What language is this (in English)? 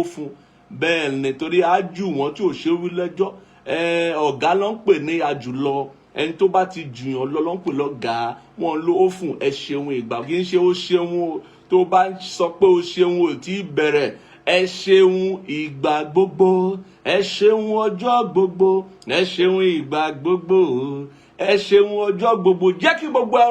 Yoruba